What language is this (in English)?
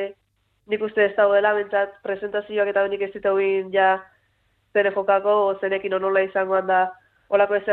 Basque